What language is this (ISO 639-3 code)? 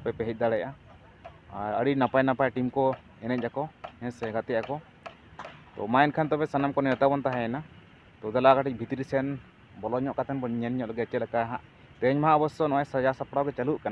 sat